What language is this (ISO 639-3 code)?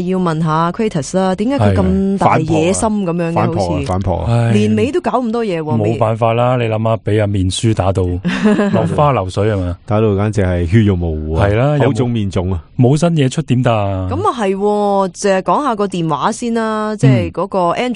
yue